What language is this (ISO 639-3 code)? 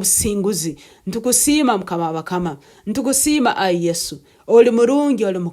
nyo